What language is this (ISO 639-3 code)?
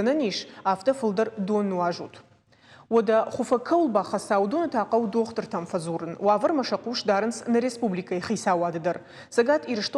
oss